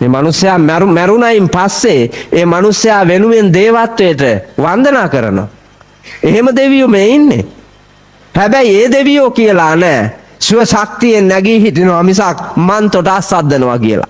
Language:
Sinhala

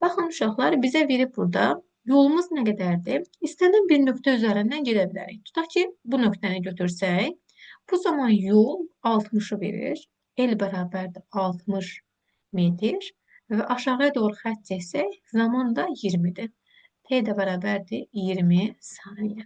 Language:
Azerbaijani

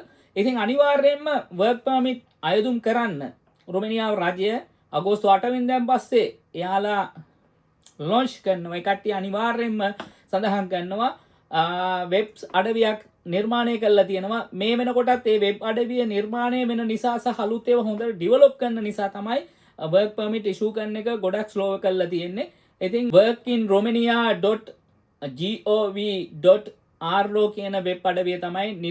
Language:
Sinhala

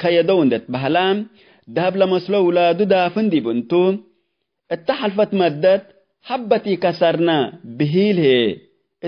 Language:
Tigre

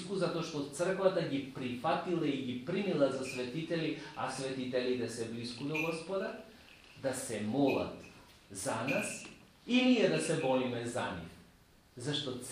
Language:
Macedonian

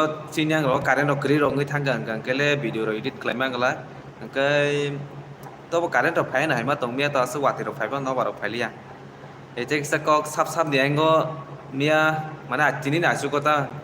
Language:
Kok Borok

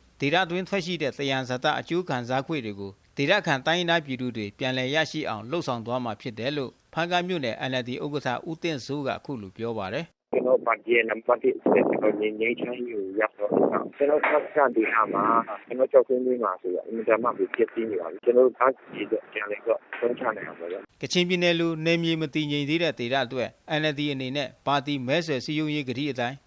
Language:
Burmese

